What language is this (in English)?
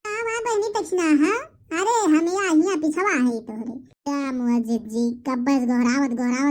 Awadhi